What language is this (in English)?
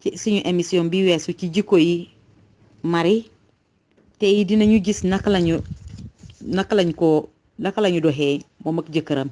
Wolof